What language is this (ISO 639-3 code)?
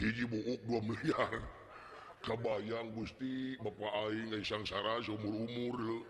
sun